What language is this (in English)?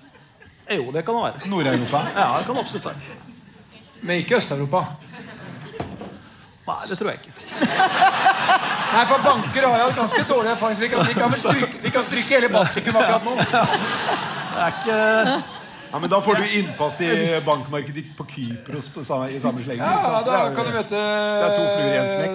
Norwegian